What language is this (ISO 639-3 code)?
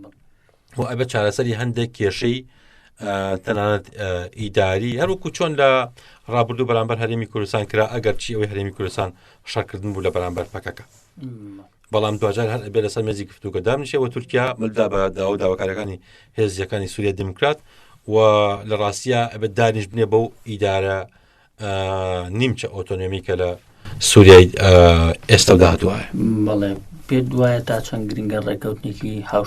ckb